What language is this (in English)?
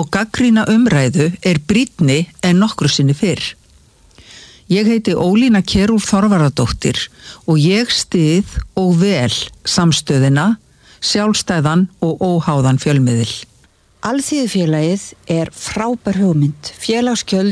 Icelandic